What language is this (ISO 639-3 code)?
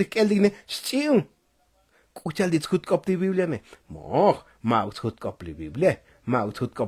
tzo